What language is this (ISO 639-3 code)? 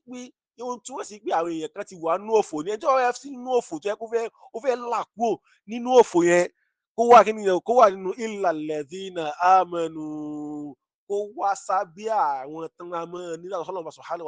yor